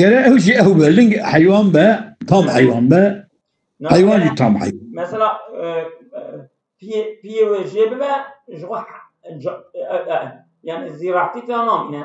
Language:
Kurdish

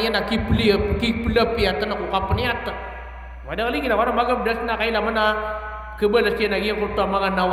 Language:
Maranao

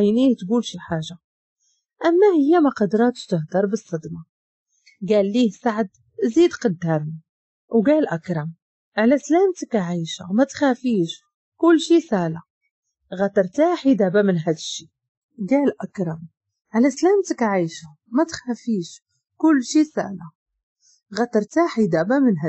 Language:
Moroccan Arabic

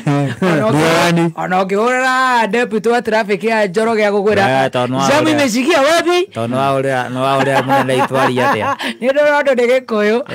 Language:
Kikuyu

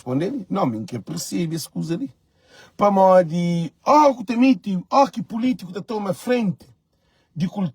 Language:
Kabuverdianu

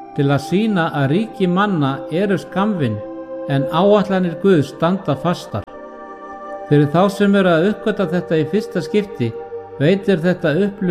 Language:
Icelandic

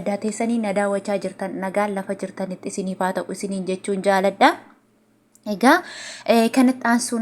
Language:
Oromo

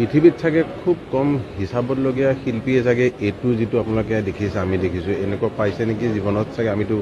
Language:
Assamese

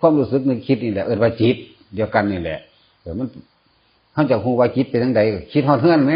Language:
Northeastern Thai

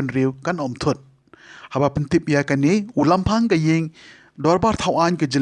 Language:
Khasi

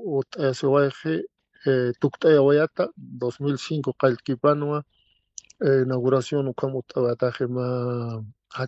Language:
Aymara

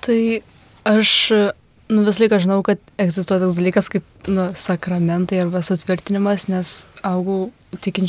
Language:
Lithuanian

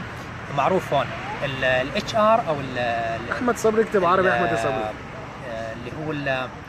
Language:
Egyptian Arabic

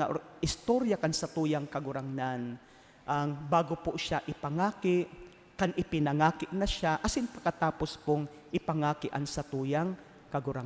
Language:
Bikol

